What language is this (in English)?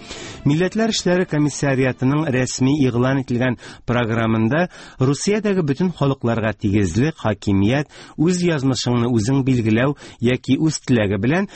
Tatar